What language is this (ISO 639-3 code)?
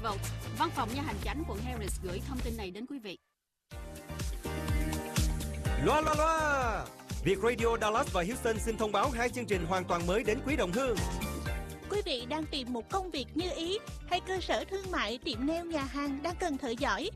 vie